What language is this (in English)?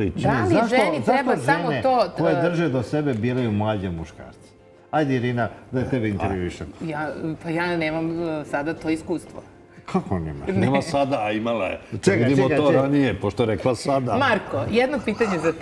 Serbian